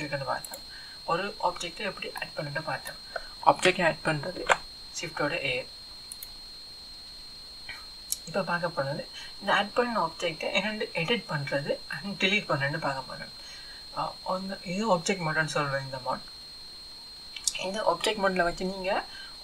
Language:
Tamil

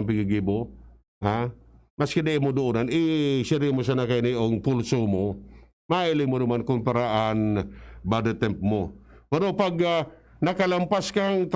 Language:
Bikol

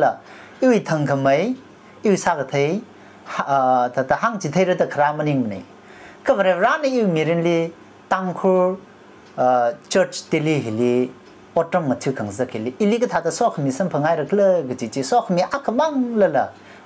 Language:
Tangkhul Naga (India)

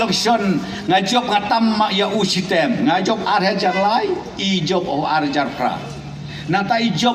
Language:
Khasi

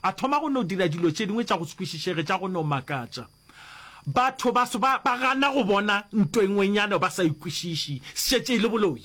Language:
Northern Sotho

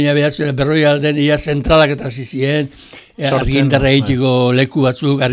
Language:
Basque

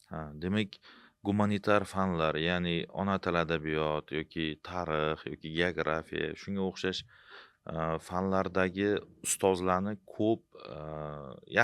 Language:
Uzbek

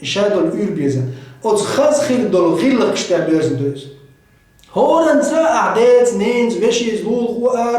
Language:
Chechen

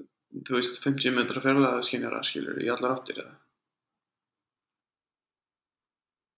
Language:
Icelandic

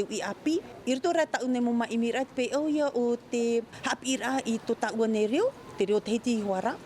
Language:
Tahitian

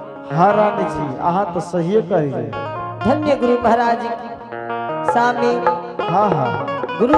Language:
Angika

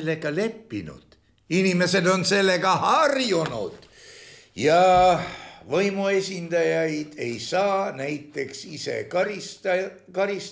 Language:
Estonian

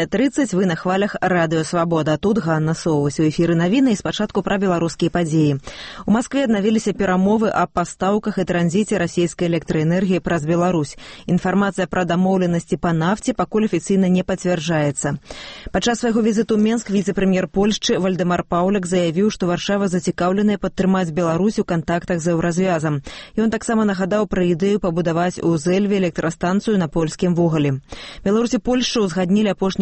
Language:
Belarusian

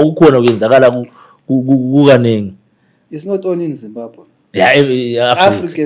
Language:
North Ndebele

